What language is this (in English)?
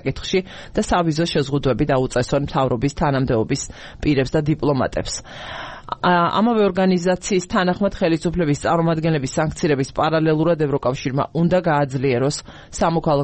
Georgian